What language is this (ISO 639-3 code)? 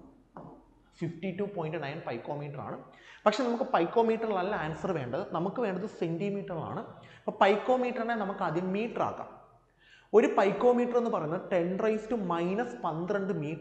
mal